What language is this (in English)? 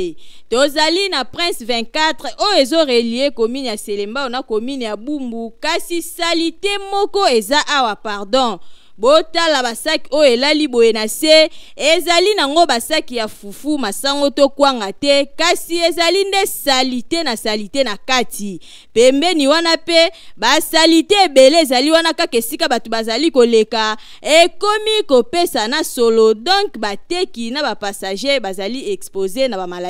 Lingala